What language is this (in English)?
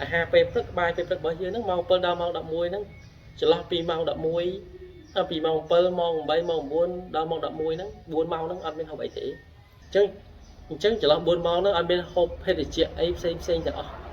Khmer